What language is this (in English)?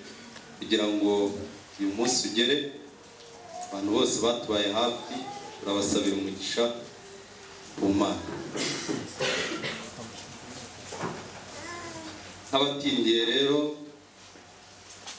Kinyarwanda